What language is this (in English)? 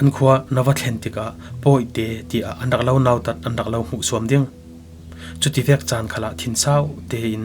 Falam Chin